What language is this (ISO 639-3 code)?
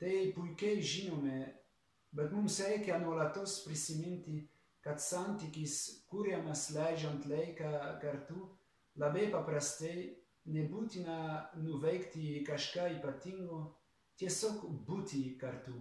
lit